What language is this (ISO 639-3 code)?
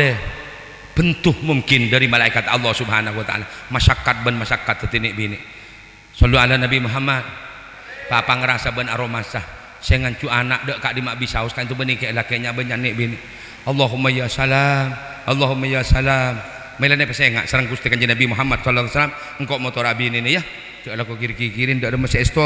mad